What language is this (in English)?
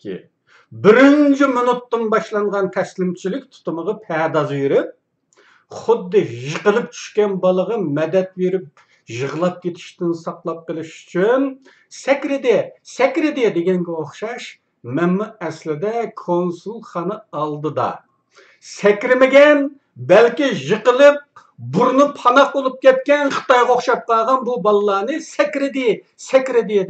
Uyghur